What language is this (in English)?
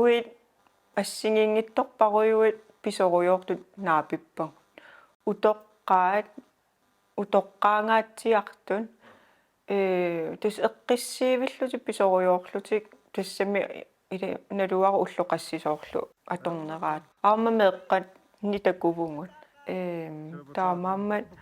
Kalaallisut